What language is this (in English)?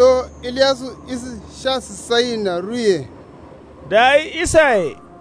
Kanuri